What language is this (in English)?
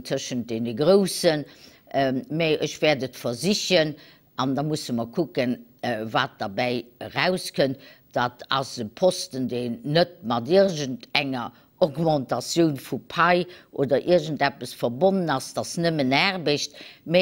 Luxembourgish